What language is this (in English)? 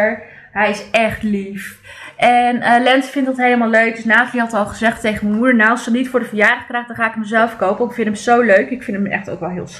Dutch